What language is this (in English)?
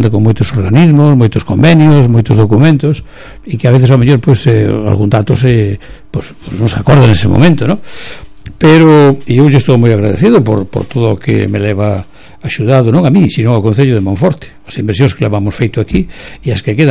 Galician